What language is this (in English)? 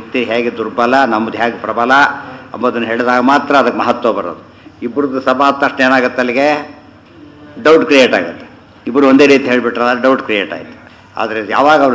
Kannada